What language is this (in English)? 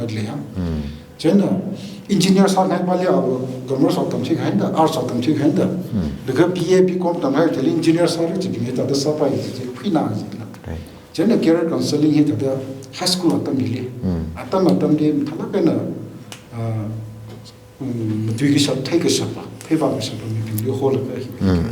Tangkhul Naga (India)